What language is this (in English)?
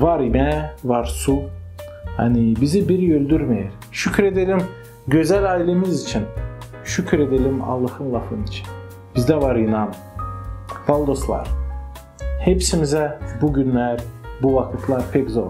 Gagauz